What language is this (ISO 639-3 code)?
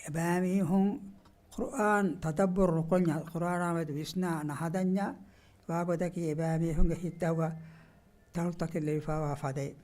div